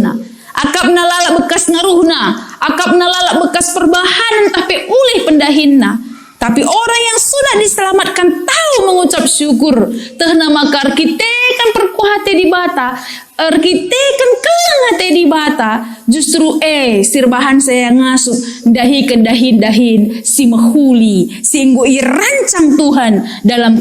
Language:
Batak Karo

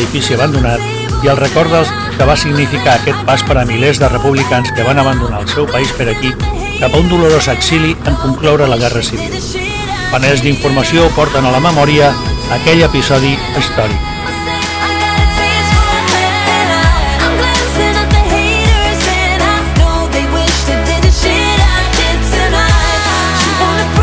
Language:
Catalan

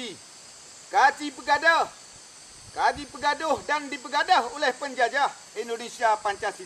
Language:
Achinese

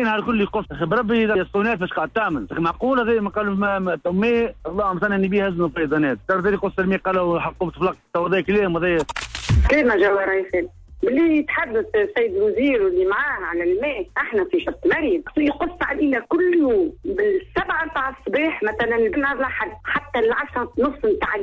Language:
Tunisian Arabic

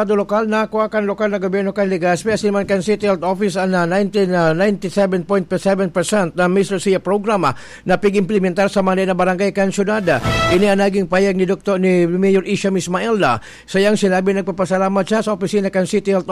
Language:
Bikol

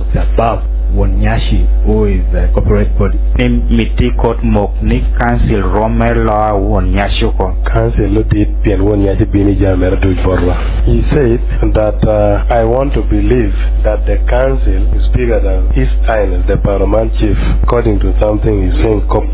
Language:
Lango (Uganda)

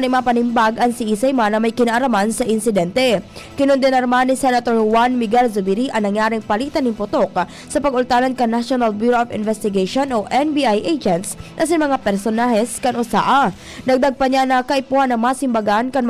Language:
Bikol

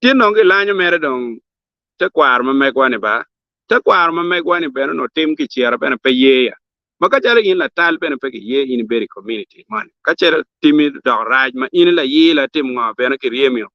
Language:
Acoli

